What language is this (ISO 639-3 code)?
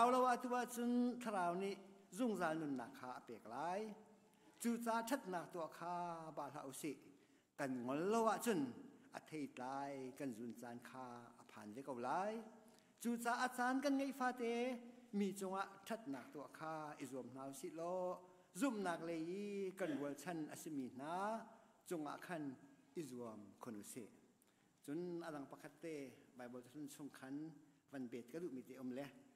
cnh